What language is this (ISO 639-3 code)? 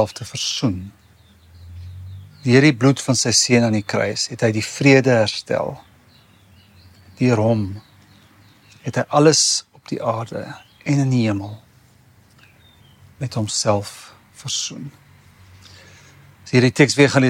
afr